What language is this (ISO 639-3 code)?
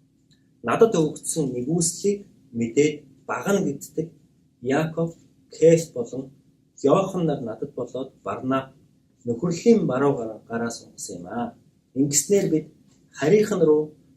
mon